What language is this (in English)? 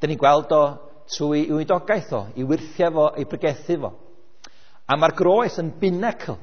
Welsh